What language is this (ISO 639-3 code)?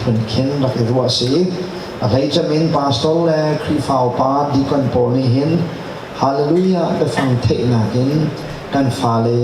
cnh